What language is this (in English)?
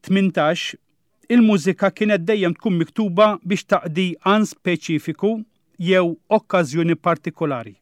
Maltese